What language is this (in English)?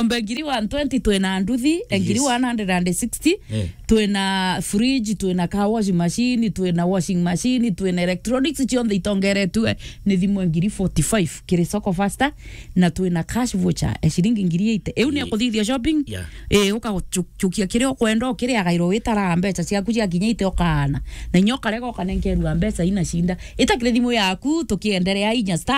Meru